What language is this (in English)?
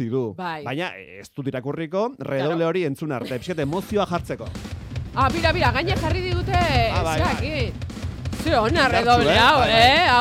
Basque